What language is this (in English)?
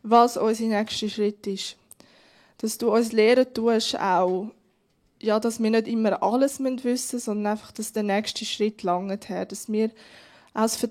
Swiss German